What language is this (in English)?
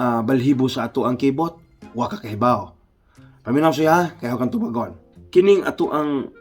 Cebuano